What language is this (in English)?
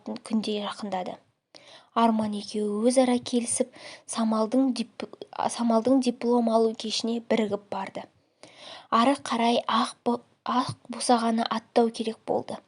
Kazakh